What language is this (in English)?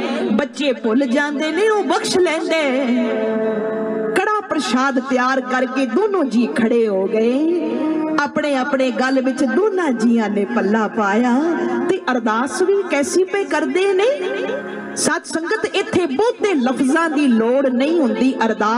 Punjabi